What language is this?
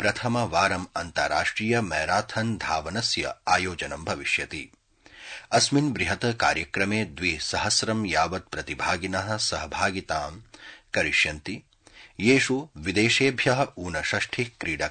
Sanskrit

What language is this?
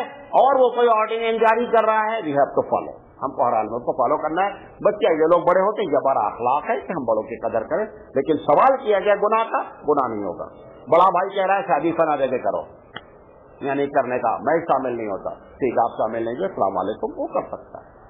Urdu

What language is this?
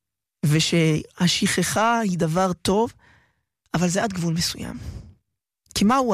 Hebrew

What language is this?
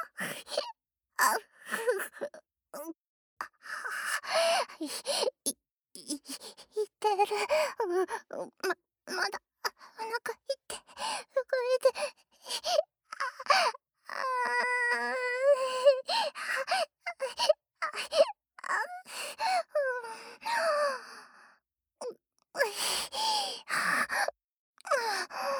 Japanese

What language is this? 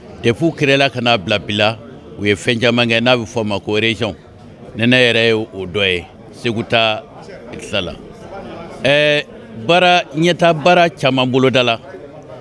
Bambara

